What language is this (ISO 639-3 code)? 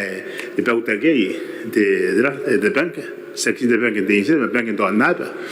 gil